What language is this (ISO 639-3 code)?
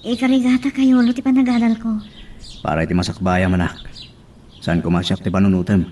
ilo